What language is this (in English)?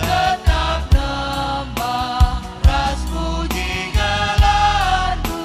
Batak Karo